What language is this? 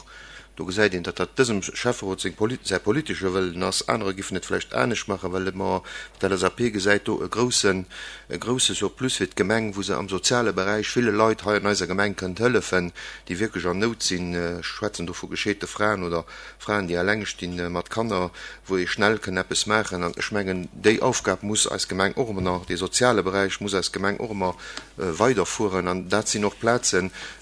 Luxembourgish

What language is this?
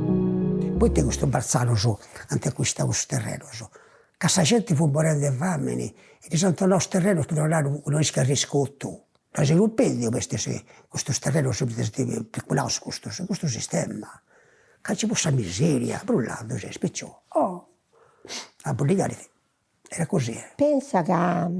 Sardinian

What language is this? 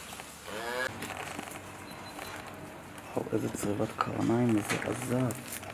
Hebrew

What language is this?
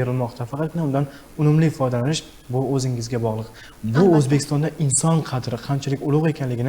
Uzbek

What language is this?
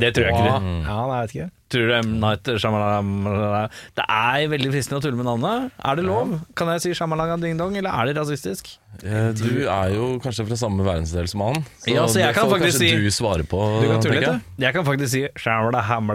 Norwegian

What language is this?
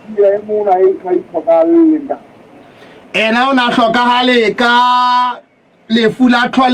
Southern Sotho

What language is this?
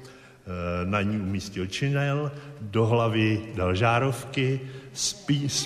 Czech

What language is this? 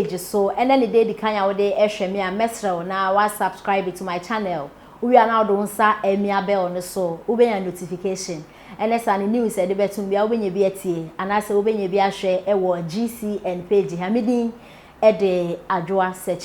Akan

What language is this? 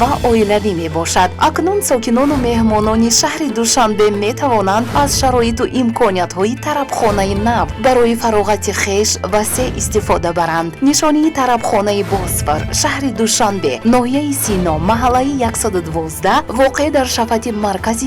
Tajik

